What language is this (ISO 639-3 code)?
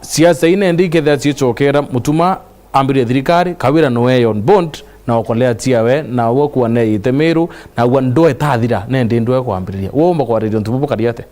mer